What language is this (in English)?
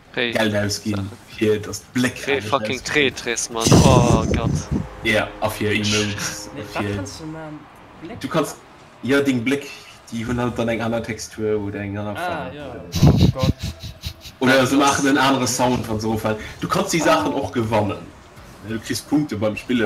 Luxembourgish